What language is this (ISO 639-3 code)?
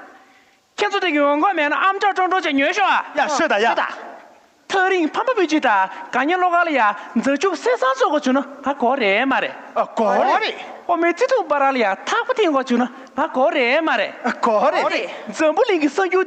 bod